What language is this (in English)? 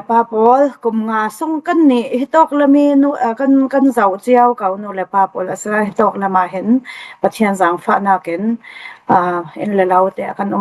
Falam Chin